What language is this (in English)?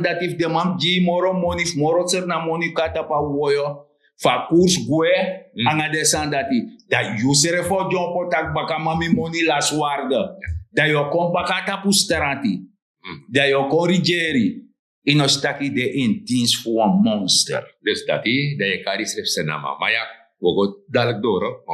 Sranan Tongo